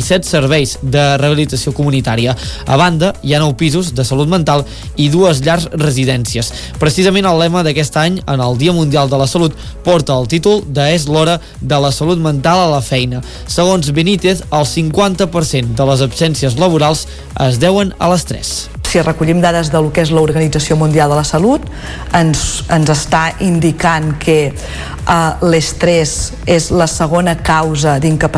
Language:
Catalan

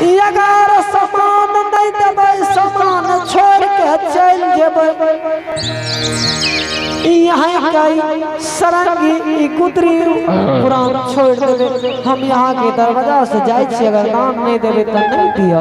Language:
Angika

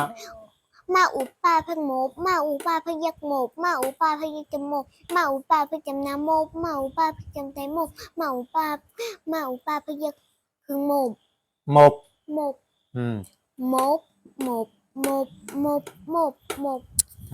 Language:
Shan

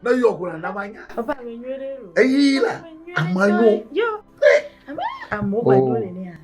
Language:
Ewe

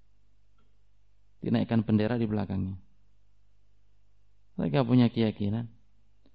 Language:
Indonesian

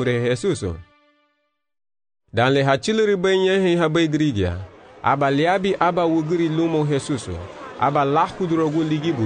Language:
Garifuna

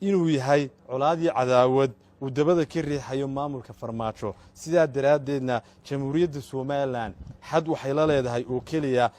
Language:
Somali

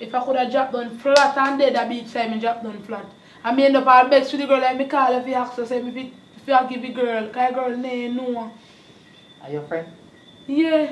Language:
Jamaican Creole English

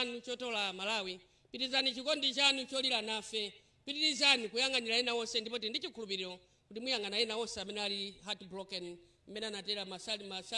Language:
Nyanja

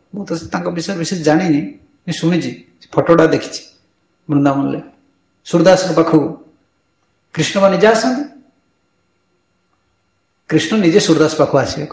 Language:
Odia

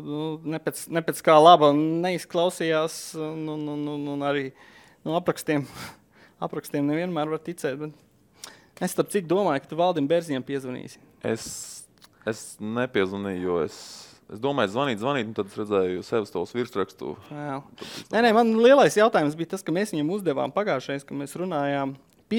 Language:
Latvian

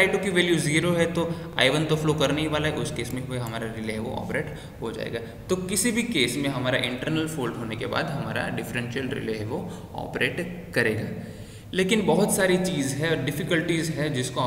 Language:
Hindi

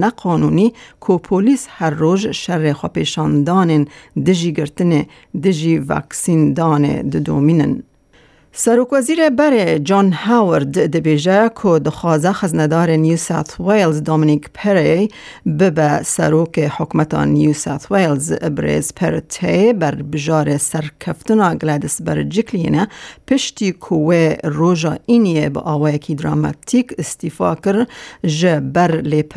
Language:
Kurdish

